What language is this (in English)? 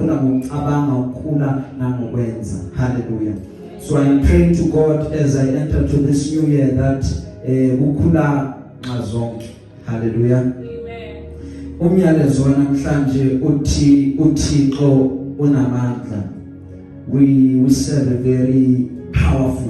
Zulu